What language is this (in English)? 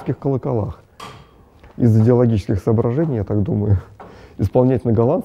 Russian